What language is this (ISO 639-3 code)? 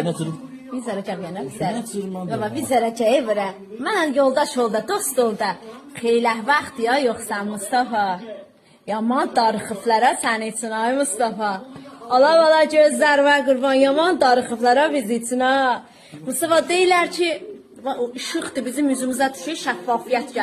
azb